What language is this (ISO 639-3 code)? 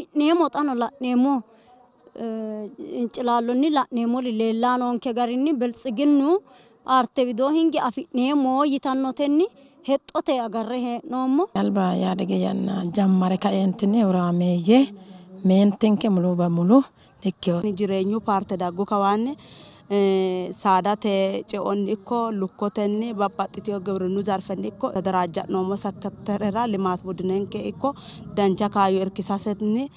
sid